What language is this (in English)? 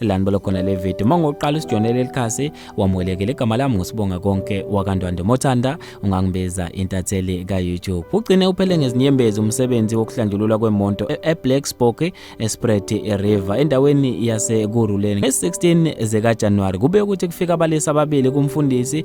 Zulu